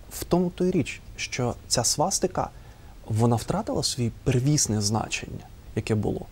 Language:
Ukrainian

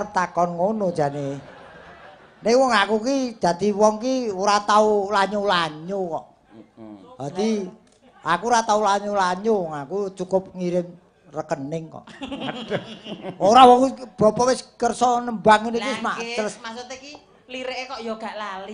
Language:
Javanese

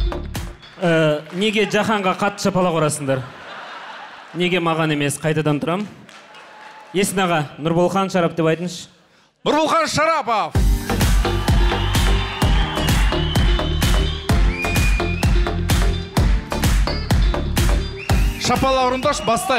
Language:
Kazakh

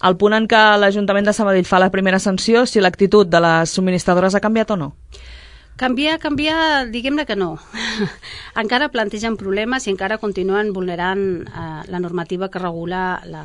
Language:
Catalan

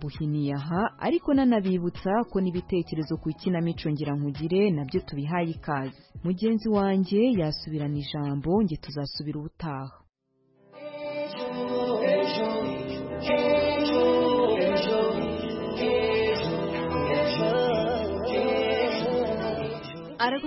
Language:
Kinyarwanda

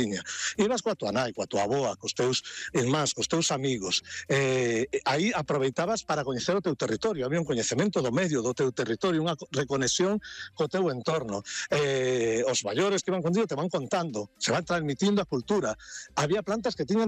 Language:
Galician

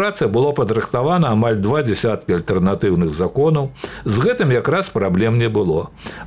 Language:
Belarusian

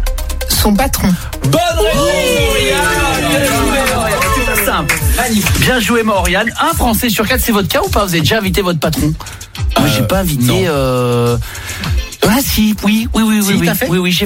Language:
French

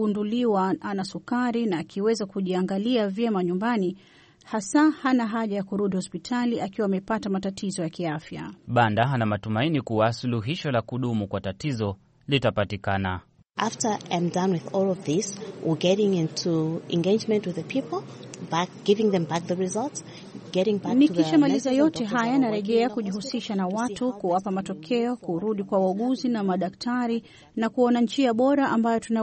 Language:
Swahili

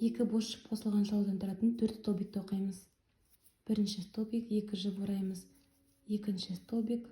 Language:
Kazakh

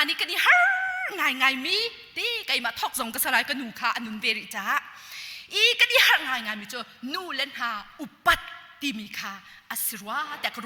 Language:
Hakha Chin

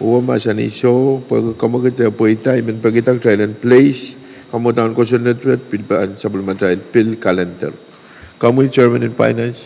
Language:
Pohnpeian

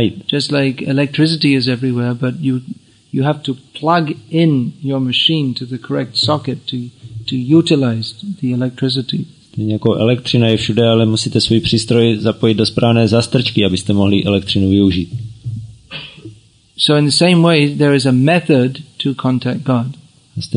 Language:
Czech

